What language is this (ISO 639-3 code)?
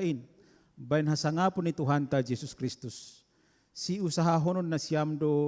bts